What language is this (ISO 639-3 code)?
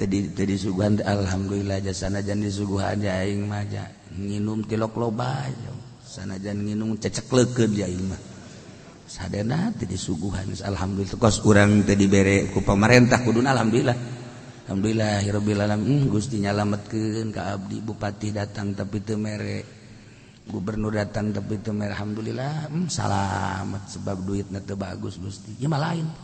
sun